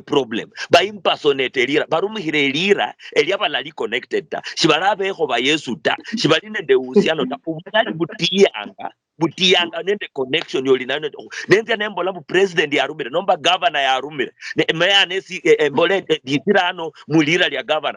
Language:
Luyia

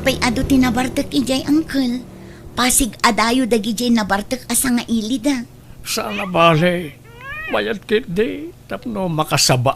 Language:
Iloko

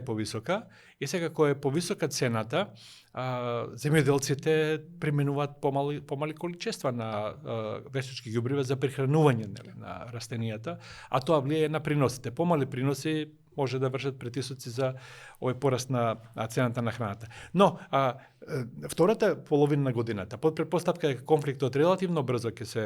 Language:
Macedonian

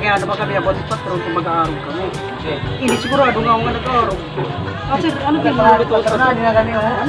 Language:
Waray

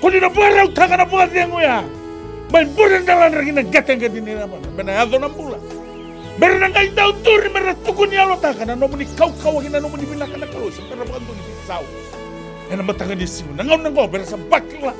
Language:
Fijian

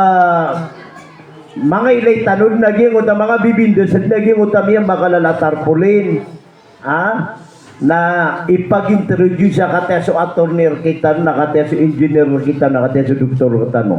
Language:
Maranao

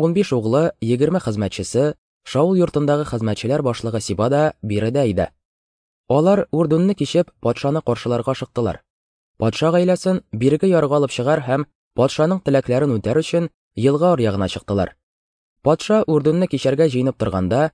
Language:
Tatar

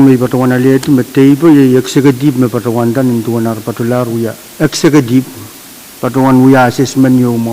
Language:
Pohnpeian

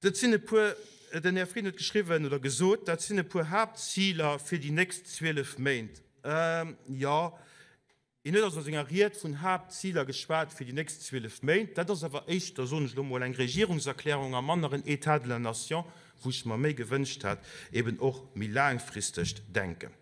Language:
Luxembourgish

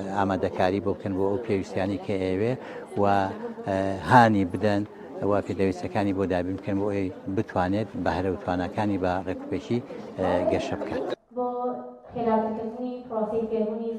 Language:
Central Kurdish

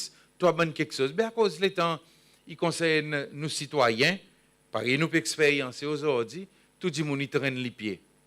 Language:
Seselwa Creole French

